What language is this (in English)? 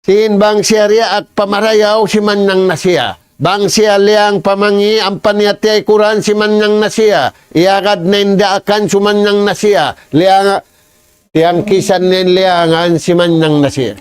Tausug